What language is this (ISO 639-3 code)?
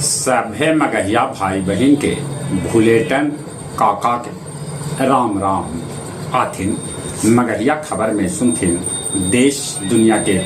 mag